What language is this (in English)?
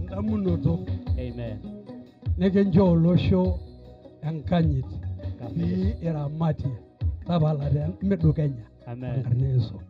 Masai